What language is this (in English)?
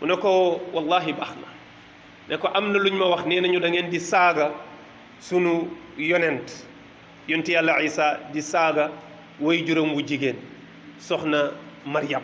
Wolof